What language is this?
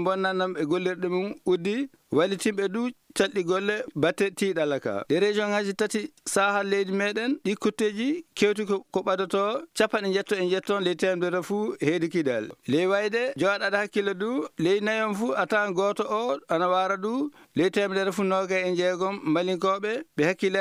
Fula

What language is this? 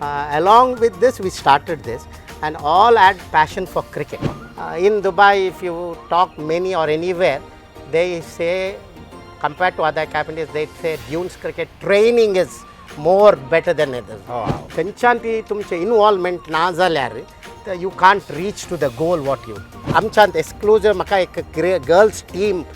Konkani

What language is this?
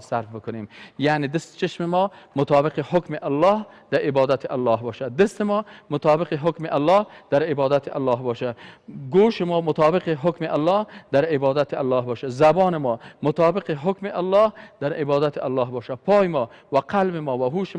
Persian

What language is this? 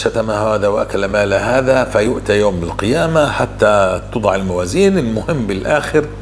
North Levantine Arabic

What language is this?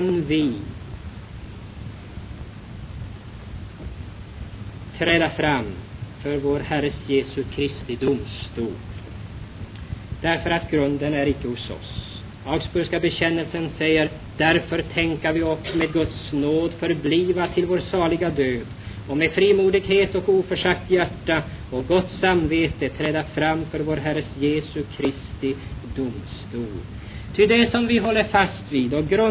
Swedish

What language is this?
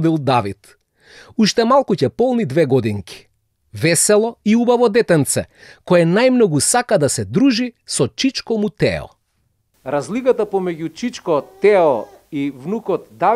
Macedonian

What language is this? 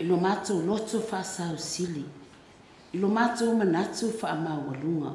Samoan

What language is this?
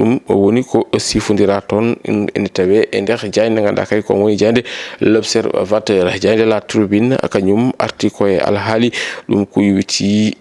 Fula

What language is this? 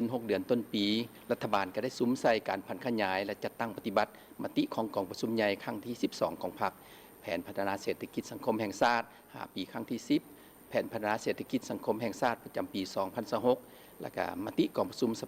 Lao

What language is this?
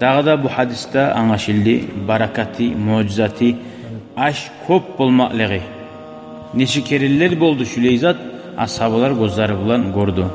Kumyk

